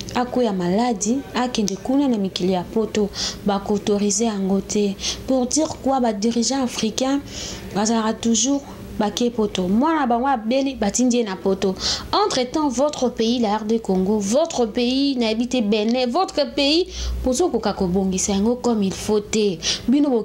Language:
Lingala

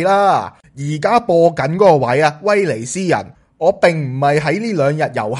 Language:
Cantonese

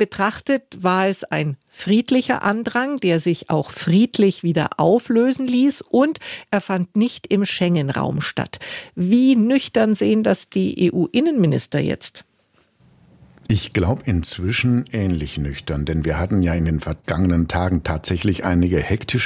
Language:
German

